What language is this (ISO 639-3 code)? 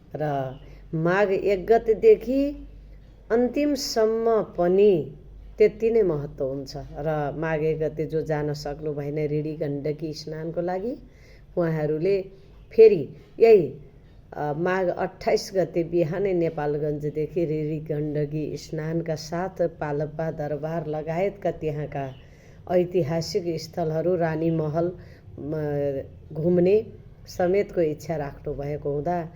nep